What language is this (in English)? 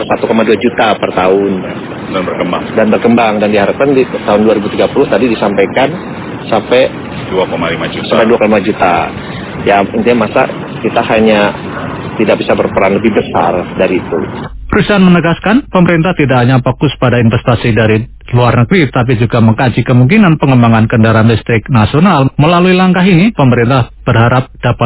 Indonesian